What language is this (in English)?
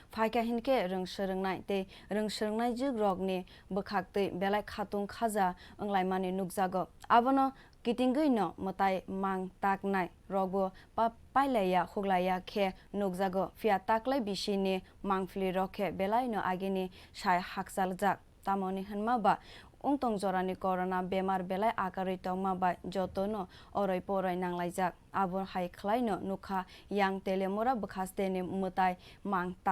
Kok Borok